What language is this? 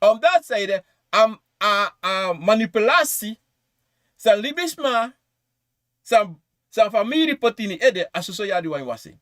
Sranan Tongo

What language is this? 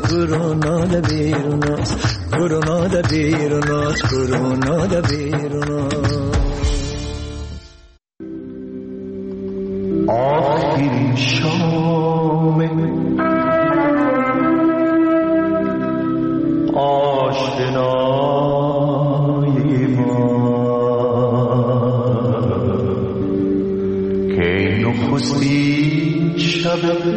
Persian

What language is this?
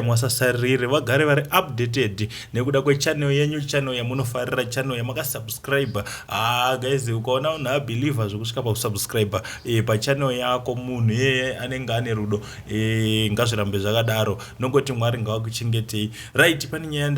Shona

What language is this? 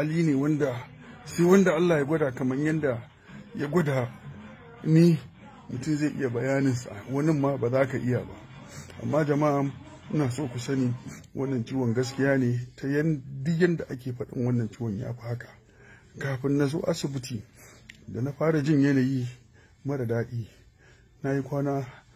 Hausa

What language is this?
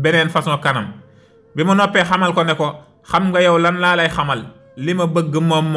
Wolof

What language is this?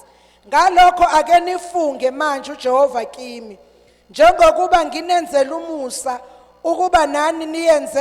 Zulu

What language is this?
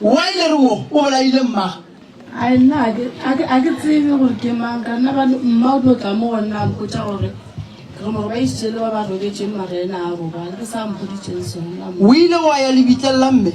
Northern Sotho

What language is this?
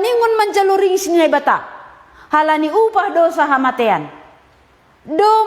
Batak Simalungun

